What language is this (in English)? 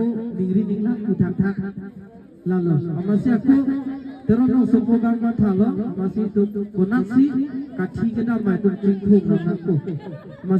Karbi